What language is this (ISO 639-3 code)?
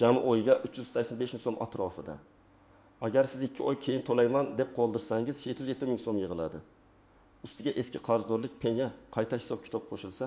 uzb